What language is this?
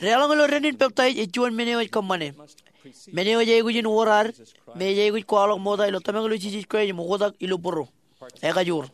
Marshallese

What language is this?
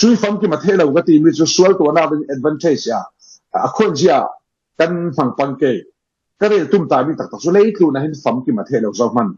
Falam Chin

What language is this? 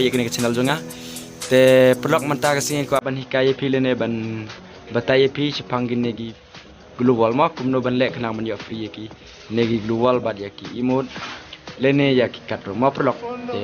Khasi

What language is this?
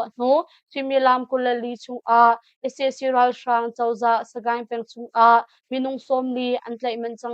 Hakha Chin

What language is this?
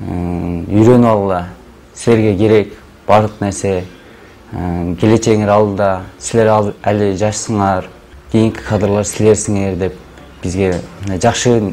Kyrgyz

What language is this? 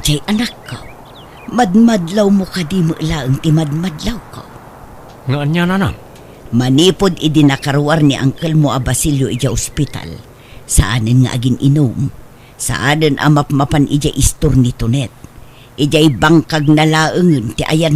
Iloko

